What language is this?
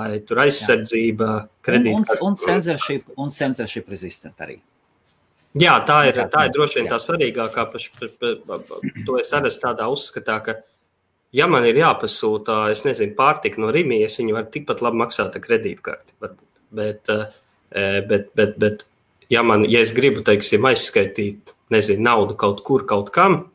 Latvian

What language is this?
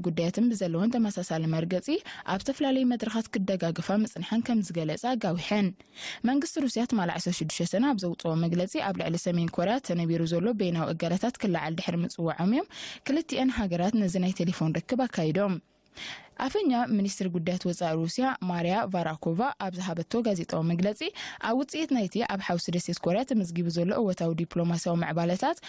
Tigrinya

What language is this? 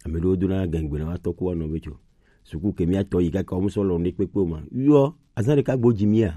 Gen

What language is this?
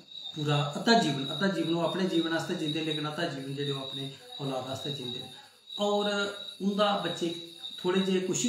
Dogri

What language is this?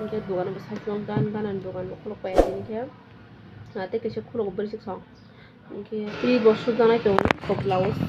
Kok Borok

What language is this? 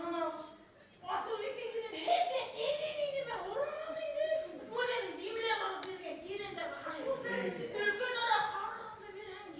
Bashkir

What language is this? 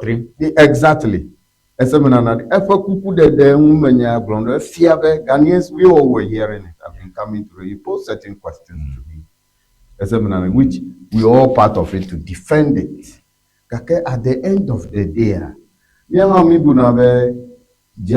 Ewe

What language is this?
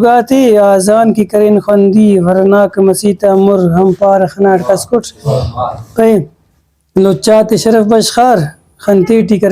Brahui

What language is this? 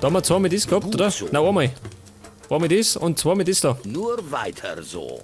Bavarian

